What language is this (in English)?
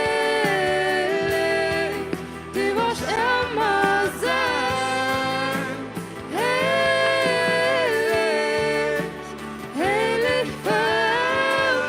Plautdietsch